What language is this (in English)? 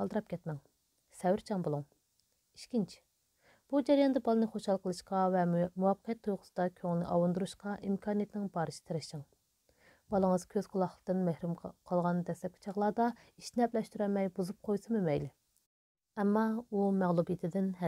Uyghur